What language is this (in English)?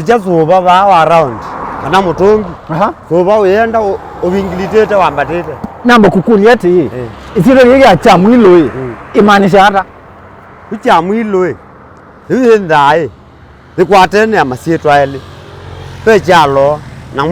Kamba